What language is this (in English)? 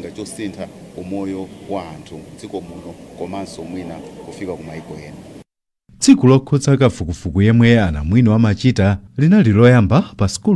Nyanja